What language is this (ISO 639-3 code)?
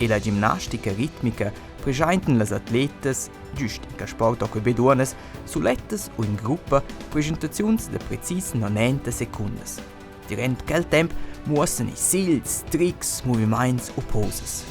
roh